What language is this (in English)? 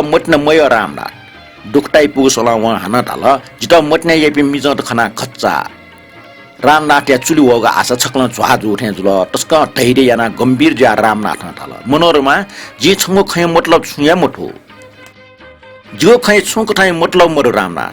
Newari